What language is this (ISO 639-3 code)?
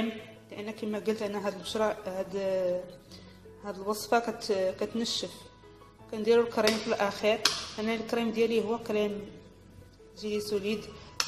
ary